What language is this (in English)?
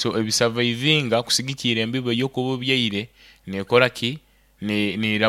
Nyoro